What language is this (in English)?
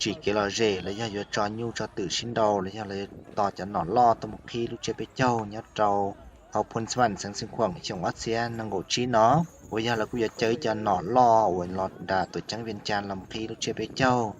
Hmong